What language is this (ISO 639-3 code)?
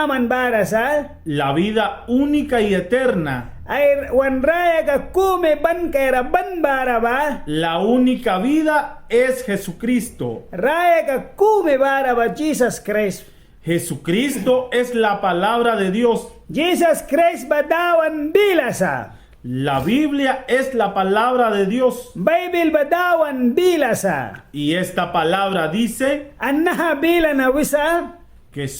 miq